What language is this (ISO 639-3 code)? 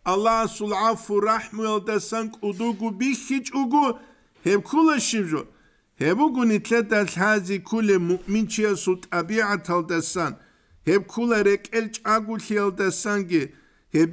ava